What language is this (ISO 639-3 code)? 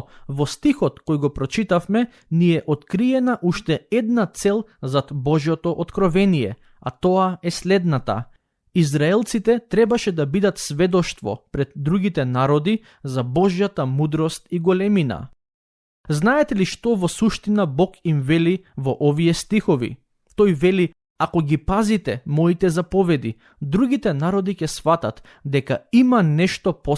mkd